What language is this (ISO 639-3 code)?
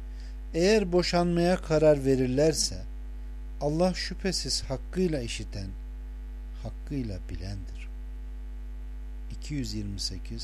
tur